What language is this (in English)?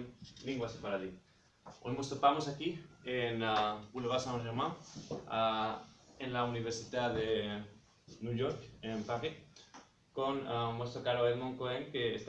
Ladino